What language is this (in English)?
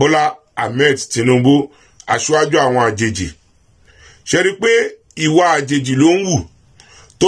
Yoruba